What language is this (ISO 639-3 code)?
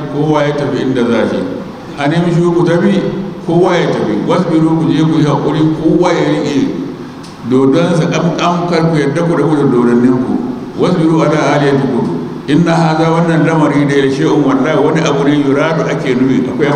hau